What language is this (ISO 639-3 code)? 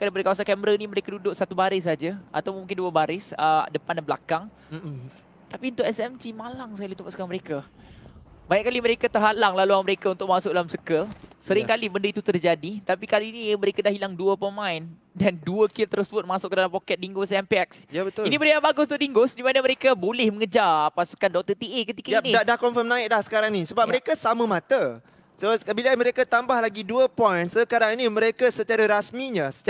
msa